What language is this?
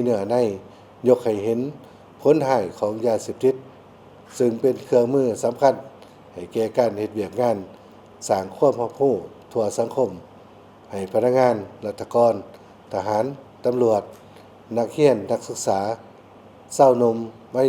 Lao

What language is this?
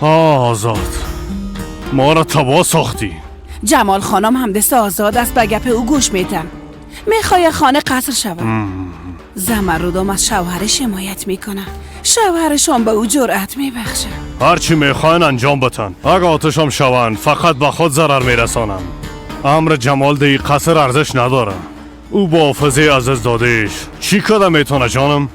Persian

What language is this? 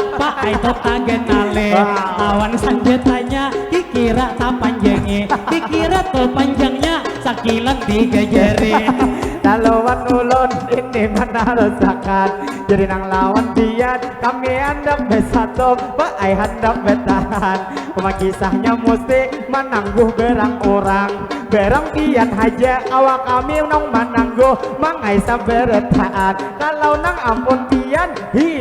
Banjar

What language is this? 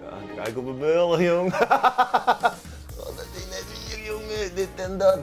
Western Frisian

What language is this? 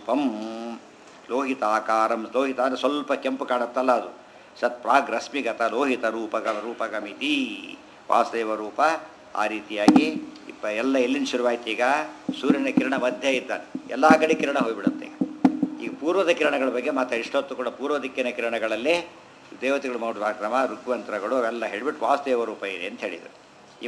Kannada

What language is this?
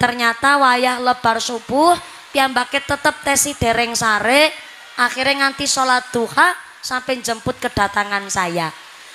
Javanese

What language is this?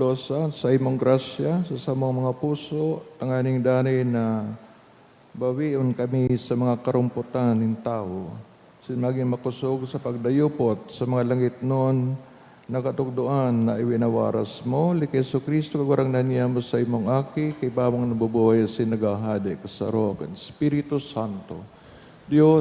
Bikol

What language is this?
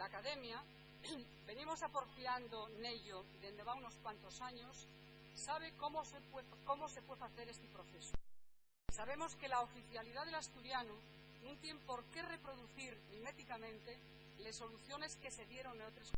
Asturian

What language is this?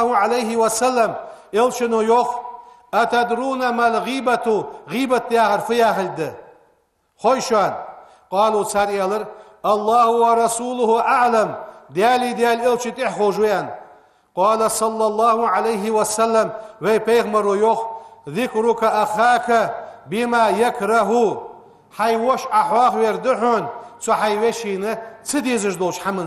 Ingush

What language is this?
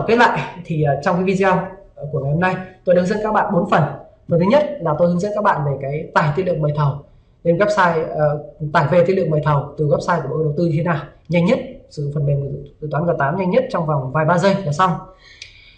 Vietnamese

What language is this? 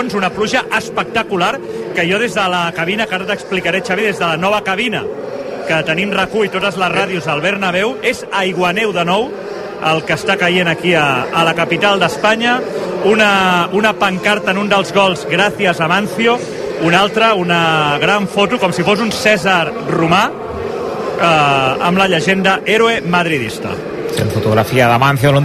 Catalan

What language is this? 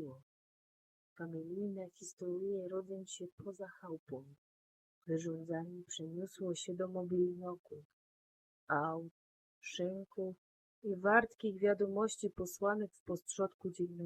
Silesian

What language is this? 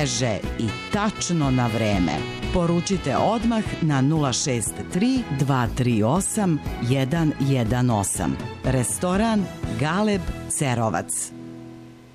Serbian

